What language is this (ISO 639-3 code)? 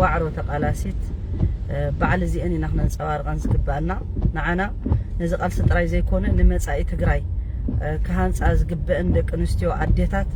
tir